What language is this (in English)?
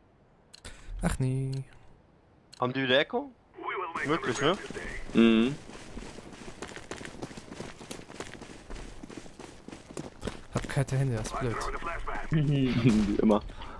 German